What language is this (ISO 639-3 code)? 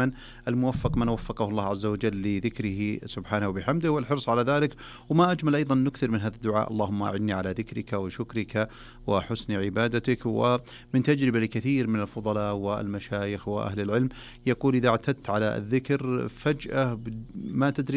ars